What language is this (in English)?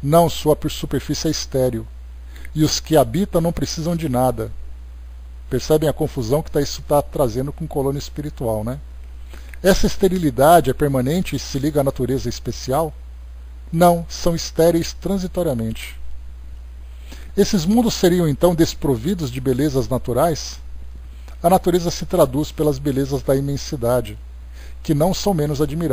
Portuguese